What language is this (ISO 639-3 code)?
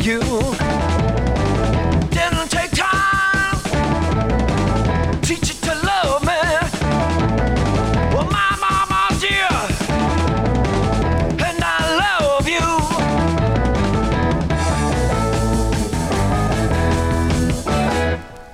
eng